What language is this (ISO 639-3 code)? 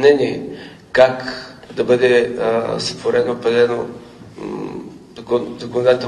bul